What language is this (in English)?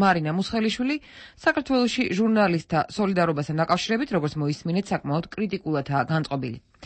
Georgian